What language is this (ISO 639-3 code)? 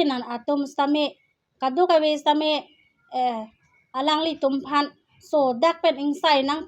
mjw